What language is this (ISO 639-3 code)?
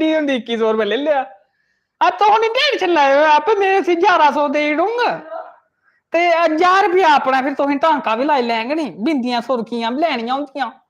doi